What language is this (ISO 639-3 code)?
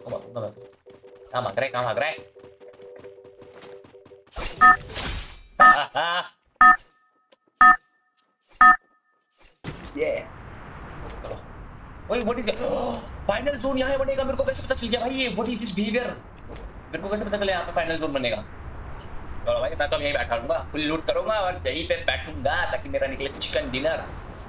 hin